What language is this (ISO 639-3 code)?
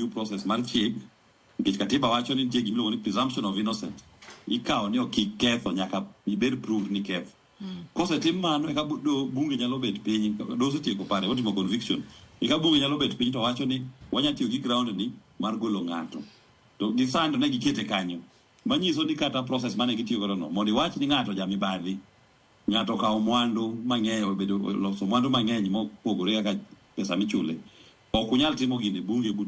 luo